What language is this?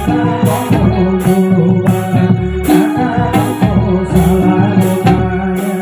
Santali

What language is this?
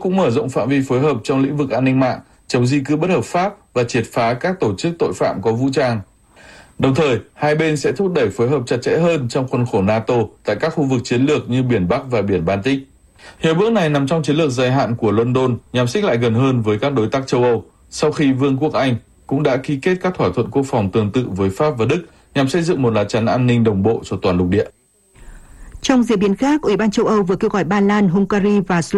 Vietnamese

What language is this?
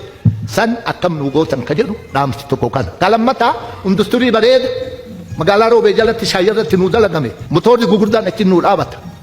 Oromo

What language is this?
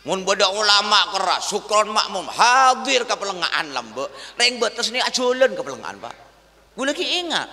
Madurese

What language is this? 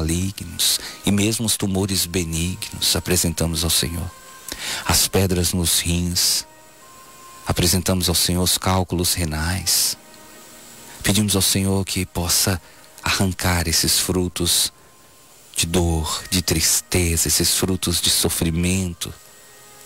Portuguese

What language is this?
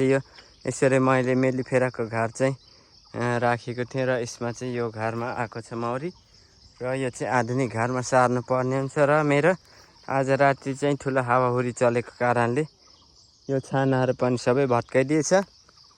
Nepali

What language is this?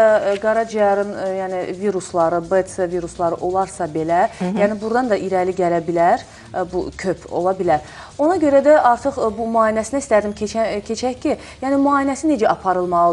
Azerbaijani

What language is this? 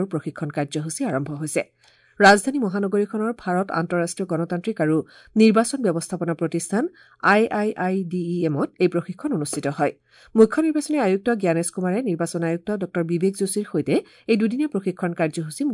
Assamese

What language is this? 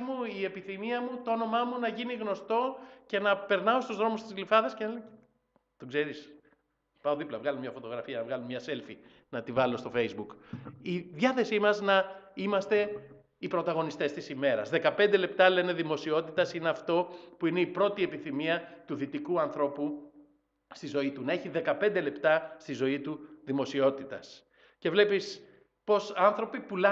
Greek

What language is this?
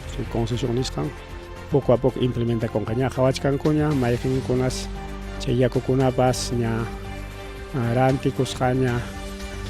Ayacucho Quechua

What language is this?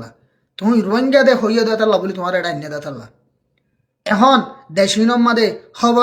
Rohingya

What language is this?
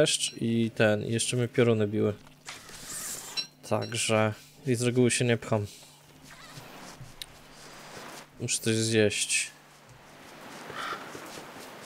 Polish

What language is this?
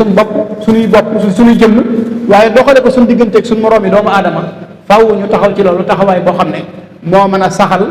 Wolof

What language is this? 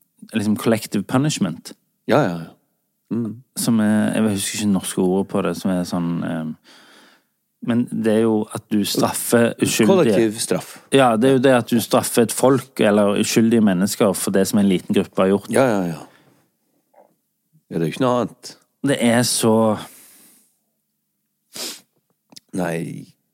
Norwegian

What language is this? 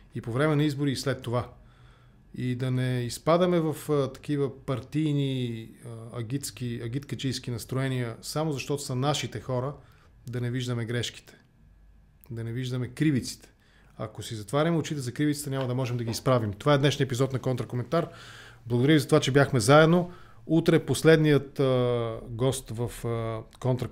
Bulgarian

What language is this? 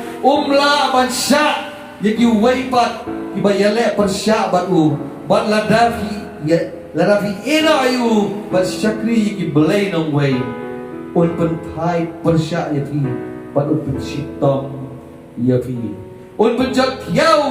Khasi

